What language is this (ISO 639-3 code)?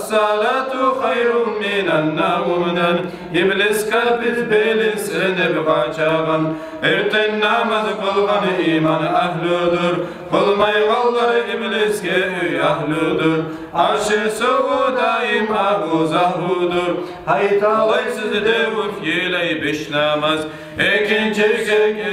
kum